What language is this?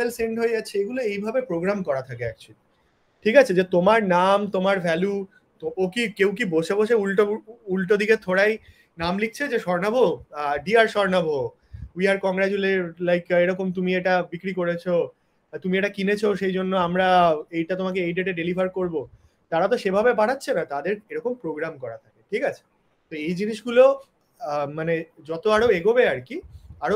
Bangla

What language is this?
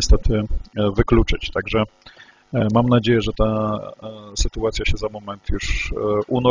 Polish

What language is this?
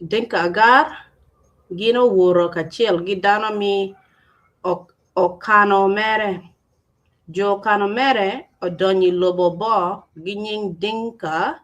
Acoli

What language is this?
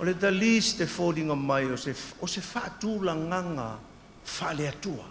Samoan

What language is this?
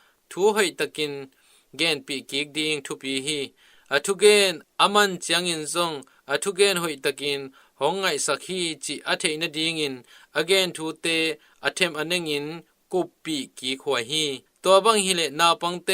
Tedim Chin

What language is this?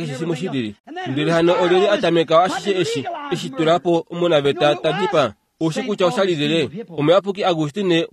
Kuanyama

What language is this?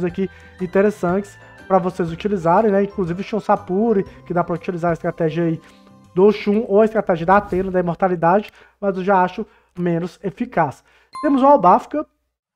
Portuguese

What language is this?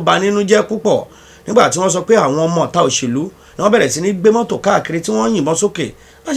Yoruba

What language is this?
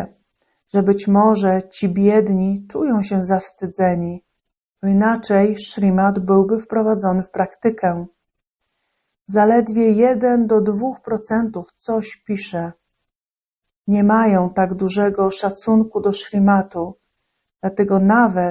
Polish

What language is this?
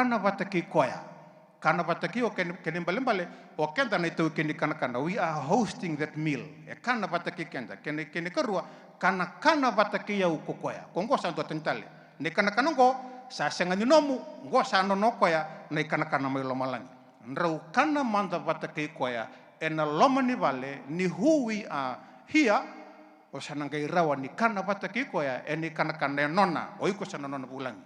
Fijian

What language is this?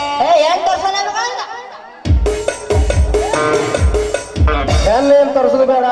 Kannada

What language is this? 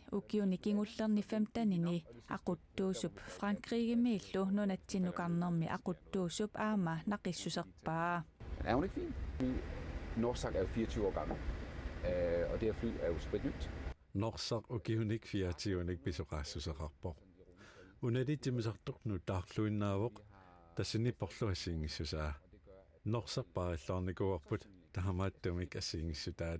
Kalaallisut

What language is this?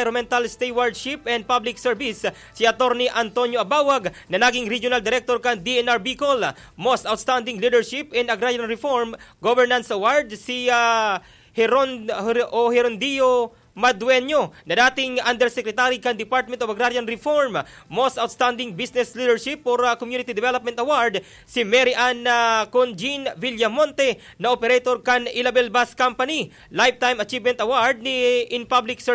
Bikol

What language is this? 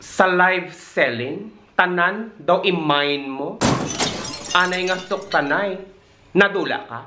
Hiligaynon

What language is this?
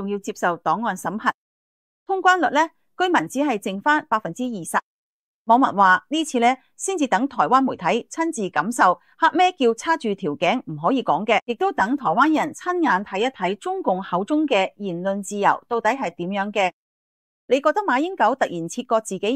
Cantonese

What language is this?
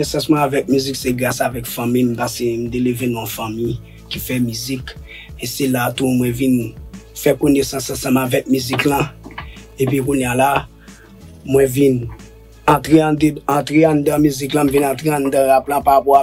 Haitian Creole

